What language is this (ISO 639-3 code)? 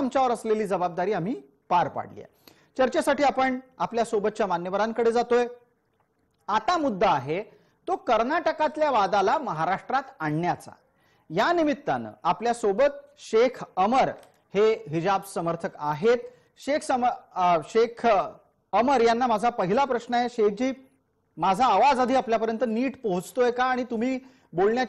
mar